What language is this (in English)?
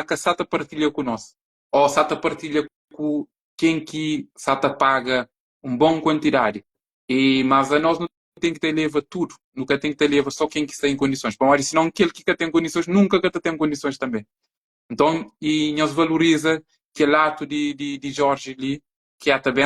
Kabuverdianu